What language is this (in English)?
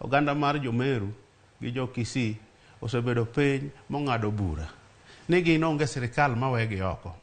Luo (Kenya and Tanzania)